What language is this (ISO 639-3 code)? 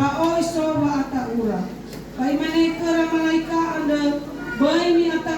nia